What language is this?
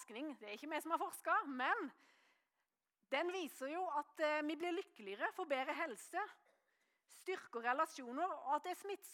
Norwegian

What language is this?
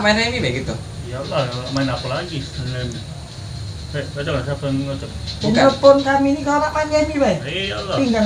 Musi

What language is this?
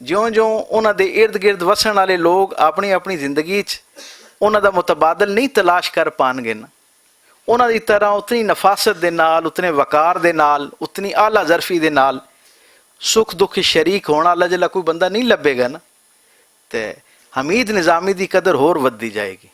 Western Panjabi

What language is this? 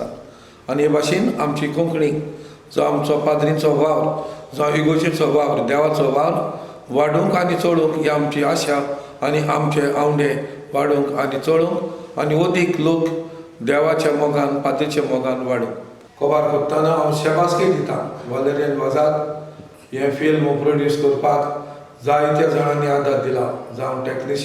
Konkani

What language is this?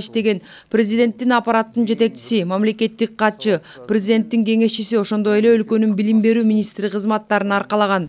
Kyrgyz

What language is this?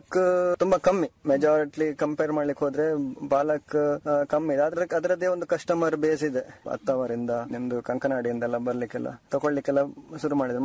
Kannada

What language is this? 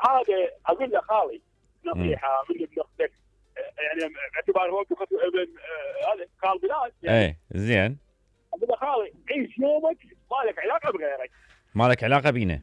Mesopotamian Arabic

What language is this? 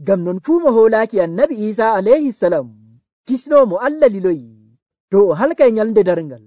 Nigerian Fulfulde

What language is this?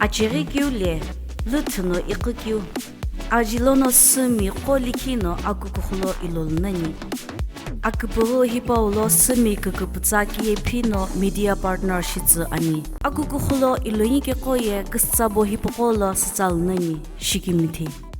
Sumi Naga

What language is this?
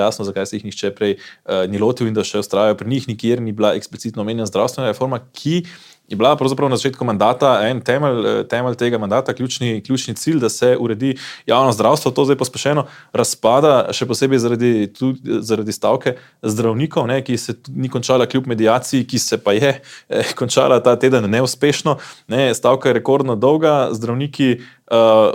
Slovenian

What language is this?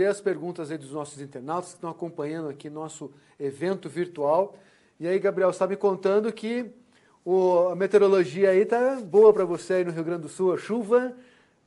Portuguese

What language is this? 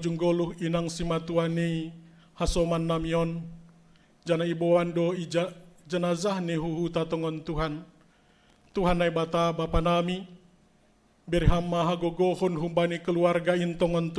Batak Simalungun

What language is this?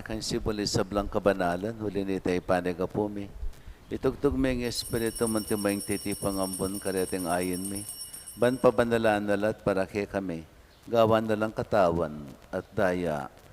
Pampanga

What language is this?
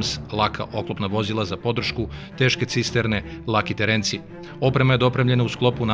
Serbian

